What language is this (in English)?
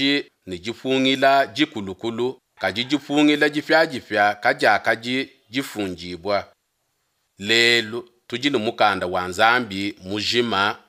Luba-Lulua